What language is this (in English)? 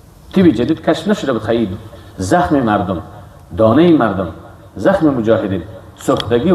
Persian